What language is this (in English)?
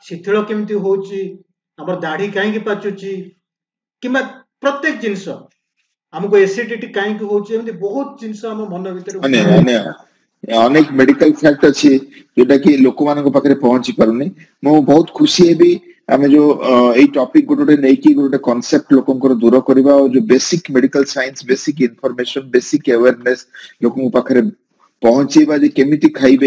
Odia